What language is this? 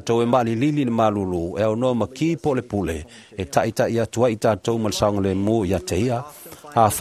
Samoan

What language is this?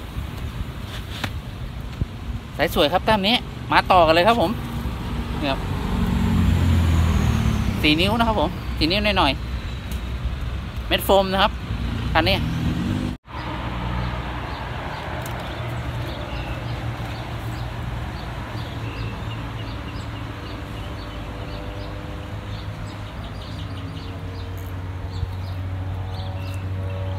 Thai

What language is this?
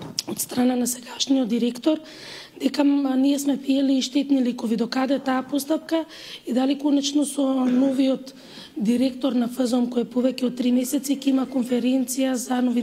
Macedonian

